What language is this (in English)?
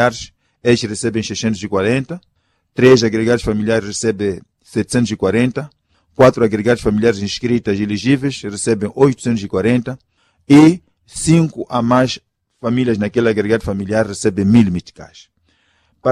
Portuguese